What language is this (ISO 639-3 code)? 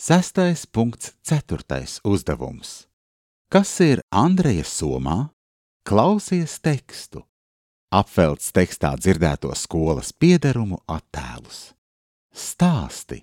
lav